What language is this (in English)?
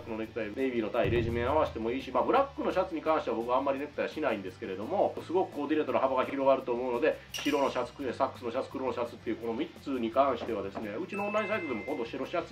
Japanese